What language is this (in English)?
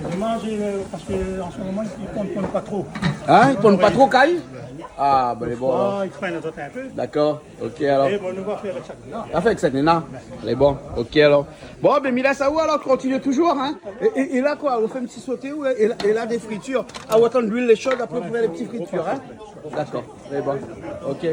Réunion Creole French